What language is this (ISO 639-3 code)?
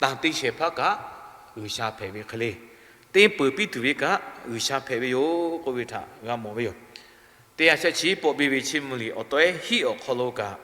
lhu